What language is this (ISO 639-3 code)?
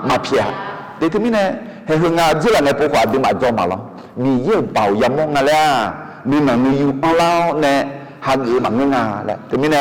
ahk